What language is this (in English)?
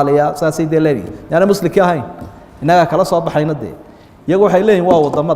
Somali